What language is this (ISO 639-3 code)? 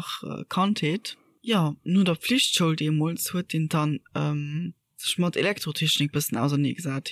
ltz